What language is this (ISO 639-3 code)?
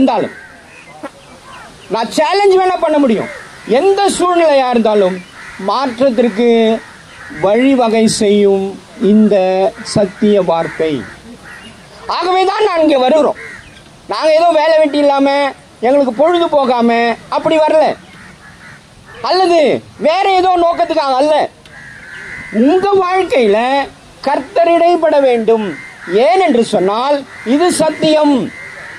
tam